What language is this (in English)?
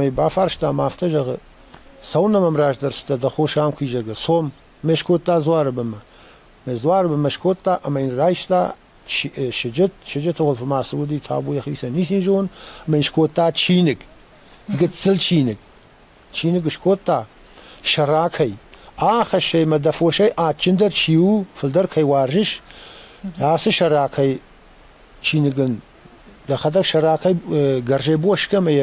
Ossetic